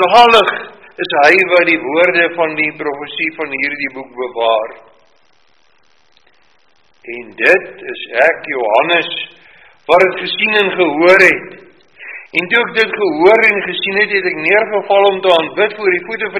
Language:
Afrikaans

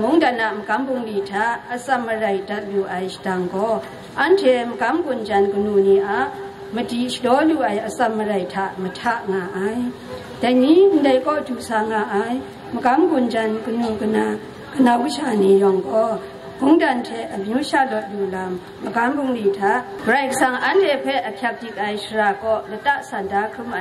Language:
Kachin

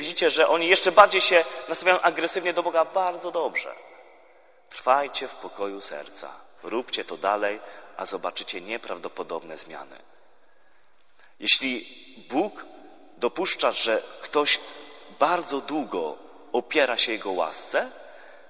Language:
Polish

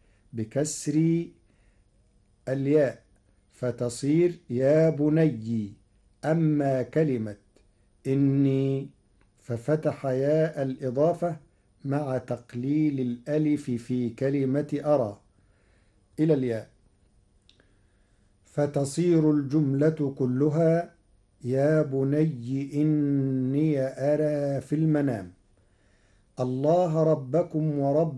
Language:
Arabic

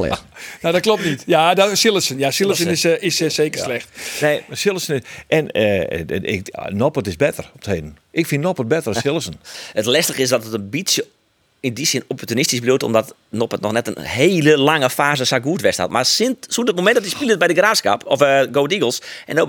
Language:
Western Frisian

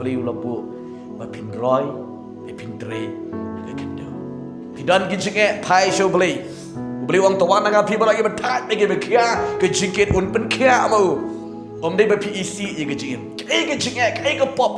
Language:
Khasi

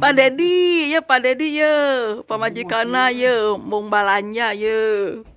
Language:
Sundanese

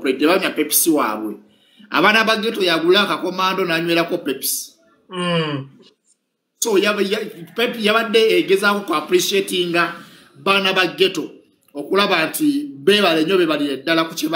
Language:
Ganda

